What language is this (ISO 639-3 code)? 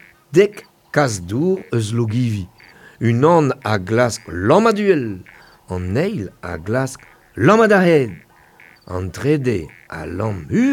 bre